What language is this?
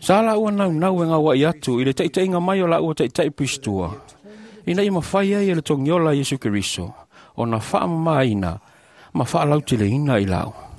Samoan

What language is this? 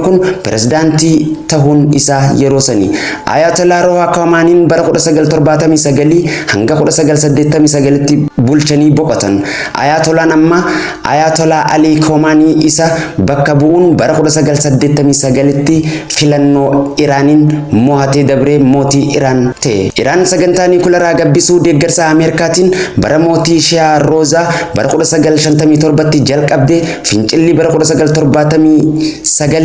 Oromo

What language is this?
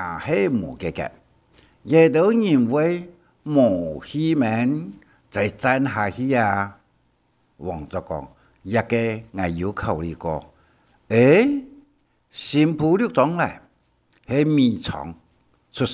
Hakka Chinese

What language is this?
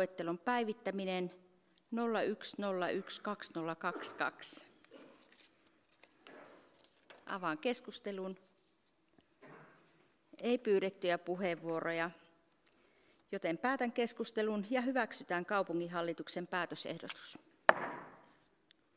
Finnish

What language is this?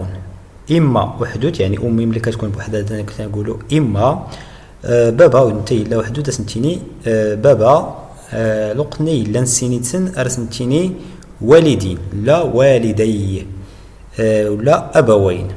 Moroccan Arabic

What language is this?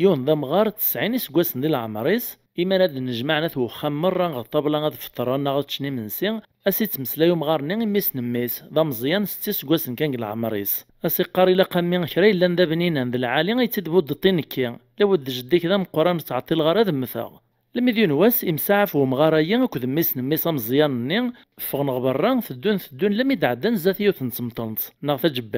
Kabyle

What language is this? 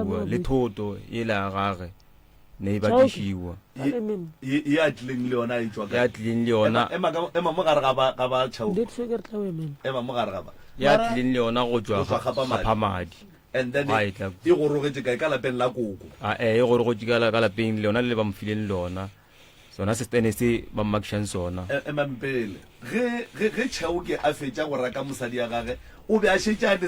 Northern Sotho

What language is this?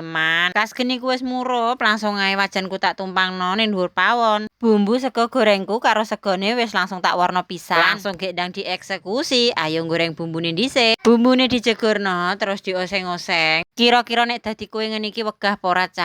Javanese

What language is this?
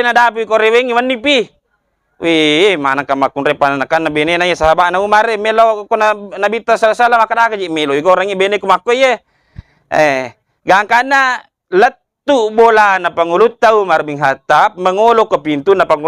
Buginese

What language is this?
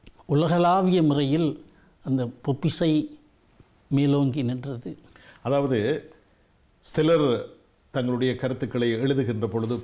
Tamil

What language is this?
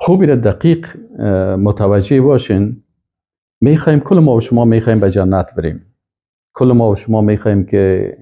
Persian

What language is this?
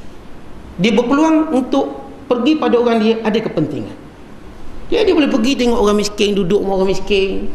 Malay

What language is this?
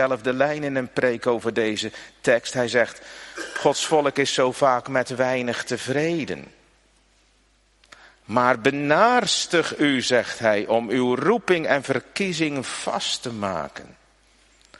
Dutch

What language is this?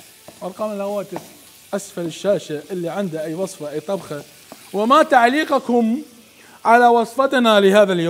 Mesopotamian Arabic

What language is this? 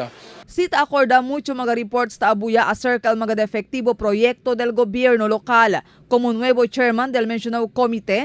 Chavacano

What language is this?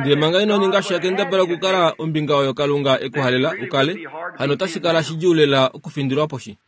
Kuanyama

